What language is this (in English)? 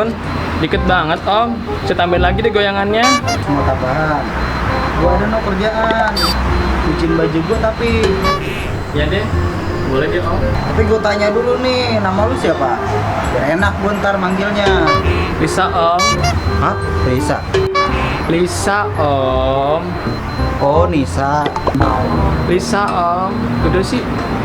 Betawi